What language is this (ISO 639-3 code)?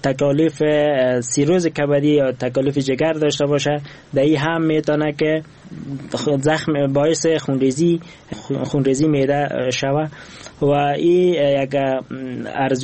fas